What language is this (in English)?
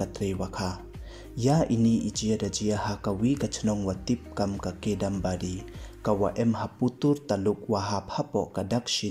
Pnar